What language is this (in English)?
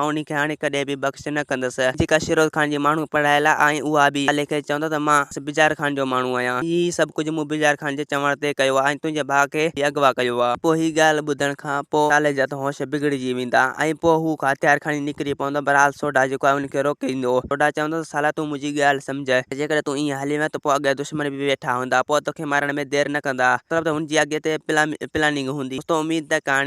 Sindhi